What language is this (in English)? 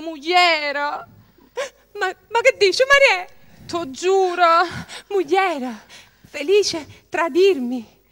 Neapolitan